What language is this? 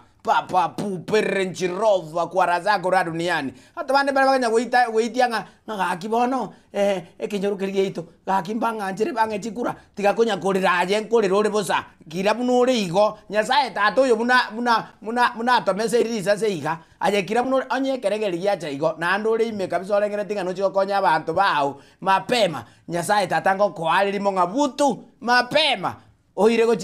Gusii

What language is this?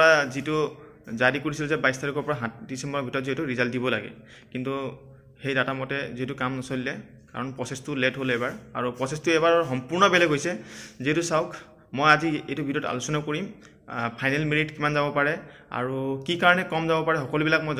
Assamese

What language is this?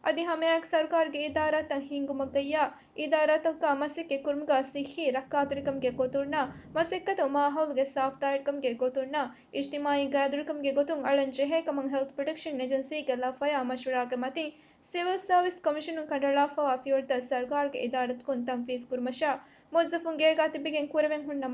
Divehi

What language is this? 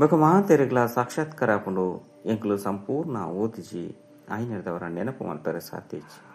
Tulu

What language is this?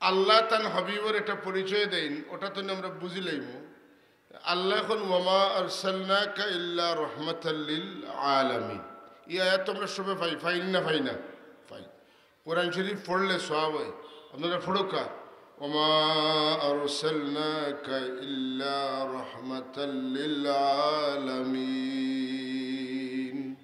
Sylheti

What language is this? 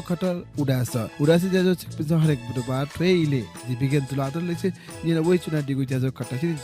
Newari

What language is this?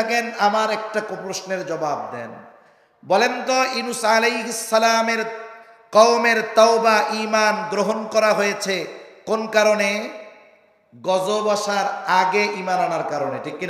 Bangla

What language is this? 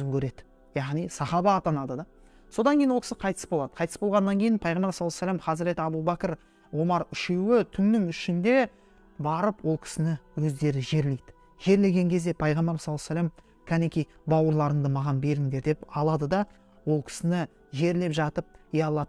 Kazakh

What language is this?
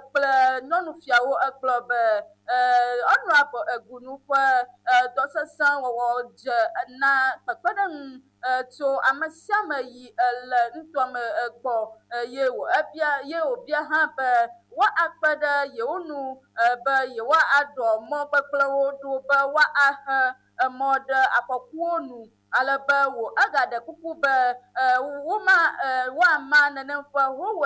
Ewe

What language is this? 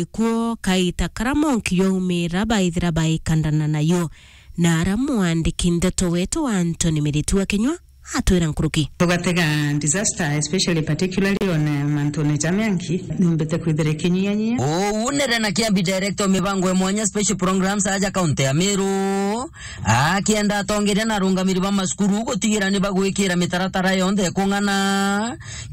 Meru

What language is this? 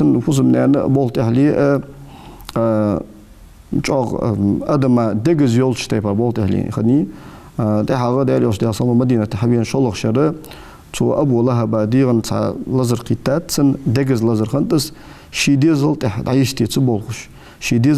Ingush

